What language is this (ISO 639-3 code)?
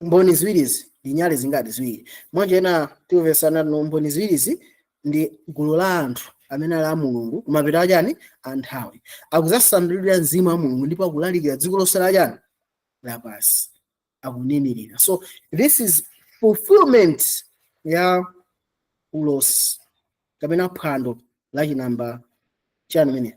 nya